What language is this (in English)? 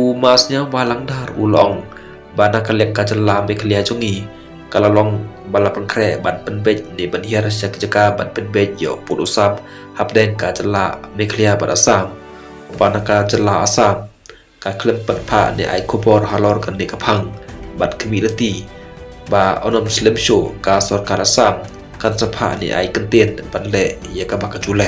Khasi